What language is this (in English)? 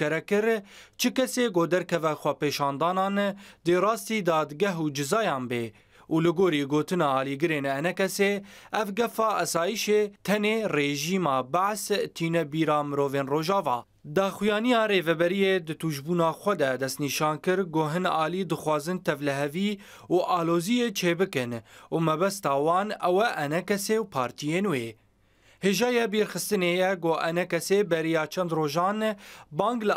Kurdish